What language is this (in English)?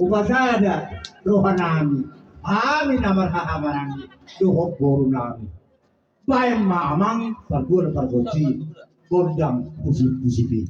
Batak Toba